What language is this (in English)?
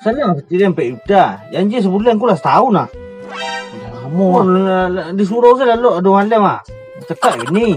Minangkabau